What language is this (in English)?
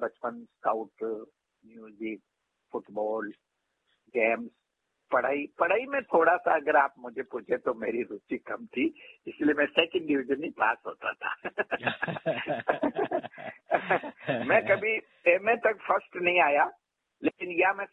Hindi